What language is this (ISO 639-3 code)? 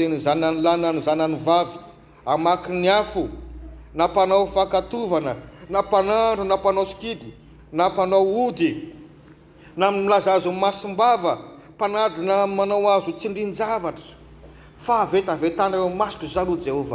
mlg